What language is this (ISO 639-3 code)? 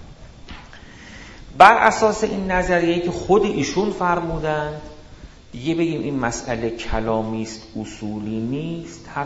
fas